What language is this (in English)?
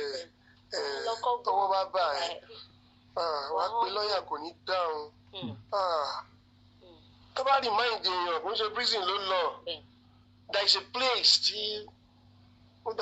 Yoruba